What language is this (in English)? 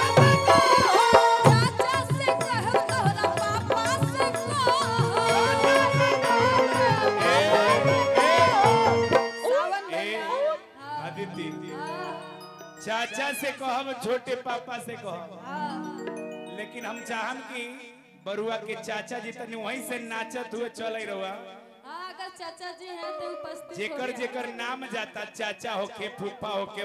Bhojpuri